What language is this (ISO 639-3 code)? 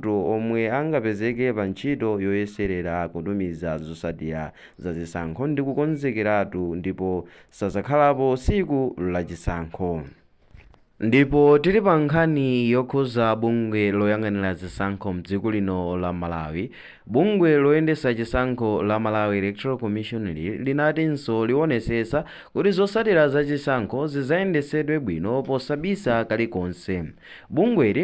nya